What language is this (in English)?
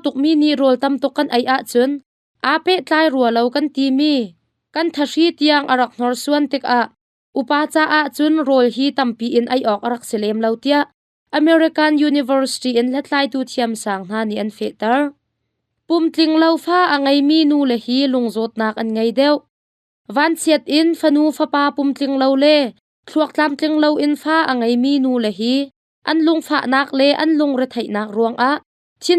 Hakha Chin